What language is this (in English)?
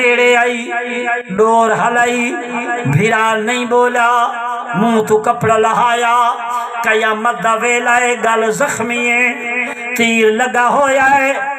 Saraiki